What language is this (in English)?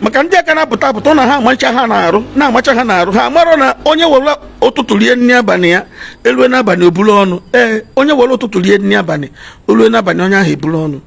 Igbo